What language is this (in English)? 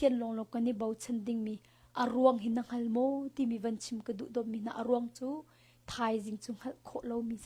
Hakha Chin